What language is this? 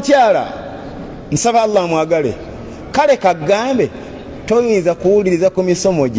Ganda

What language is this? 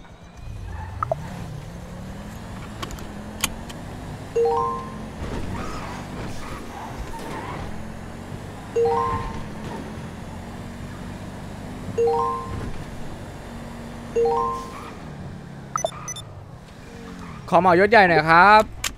Thai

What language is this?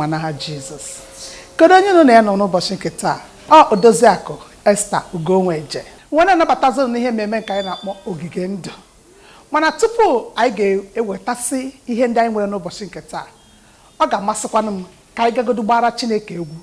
Igbo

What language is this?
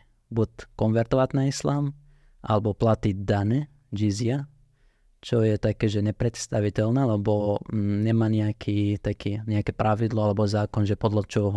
Slovak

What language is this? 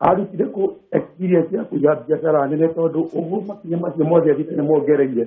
Kikuyu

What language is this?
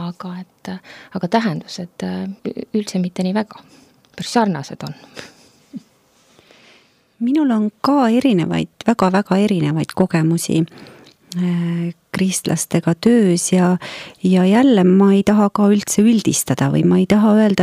Estonian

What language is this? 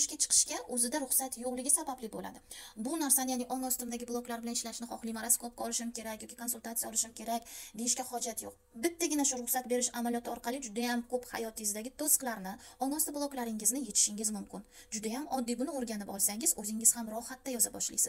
Uzbek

